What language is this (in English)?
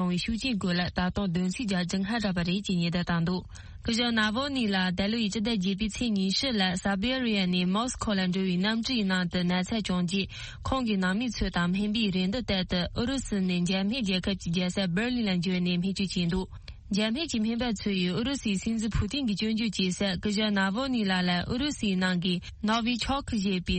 Tibetan